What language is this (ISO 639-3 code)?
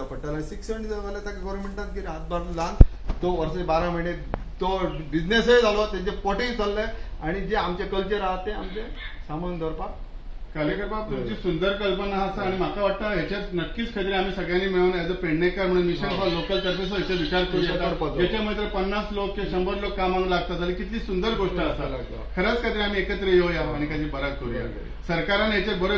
kok